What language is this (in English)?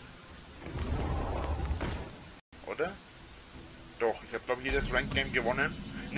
German